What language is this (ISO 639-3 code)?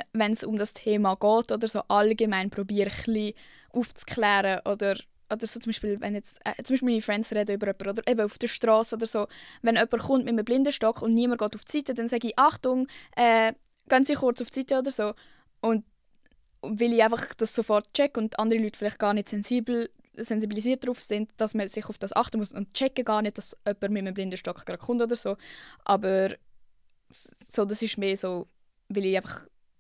gsw